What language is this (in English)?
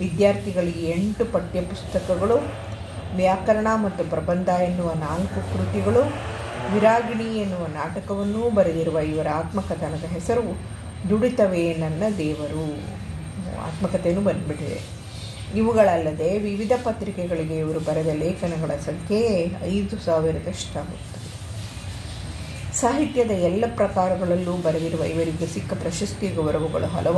Kannada